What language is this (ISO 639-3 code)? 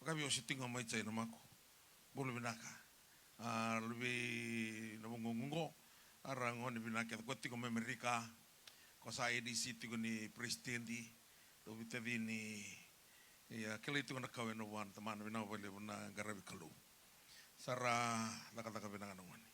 fij